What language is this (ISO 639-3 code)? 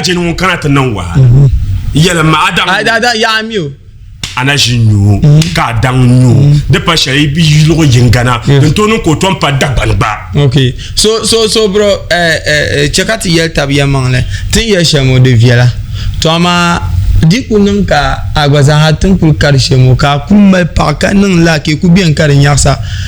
dag